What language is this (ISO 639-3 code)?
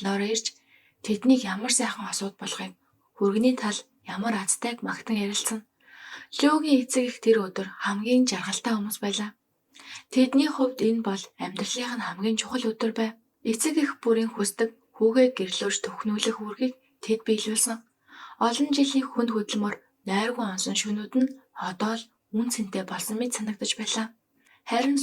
mon